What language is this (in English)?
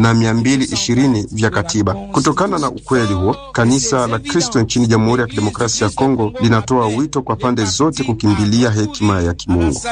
Swahili